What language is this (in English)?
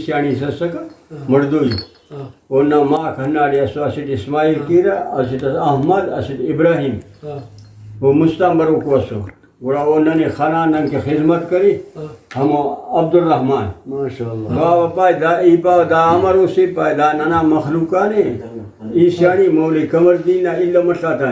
Brahui